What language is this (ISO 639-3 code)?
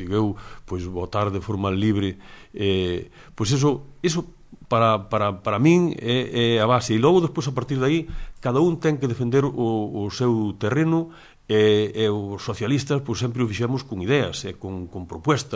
glg